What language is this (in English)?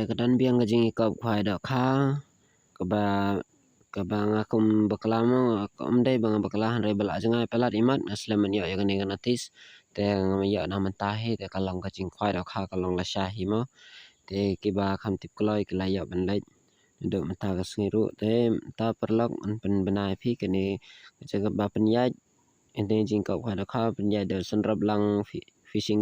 Khasi